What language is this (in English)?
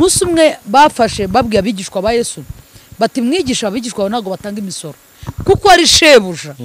Kinyarwanda